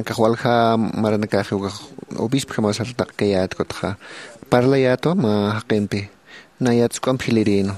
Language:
Aymara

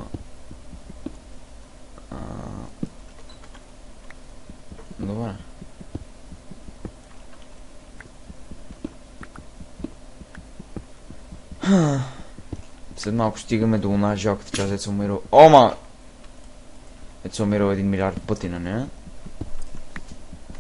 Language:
Bulgarian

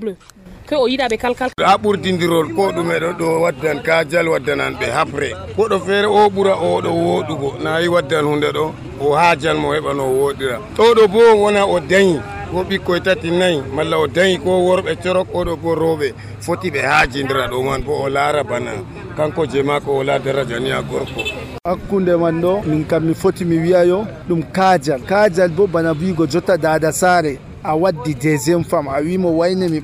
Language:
Nigerian Fulfulde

